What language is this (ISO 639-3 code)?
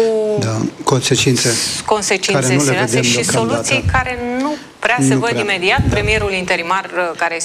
ron